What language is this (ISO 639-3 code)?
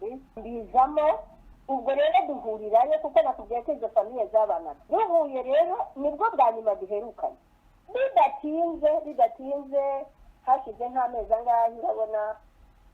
kin